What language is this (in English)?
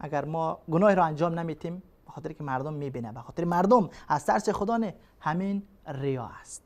Persian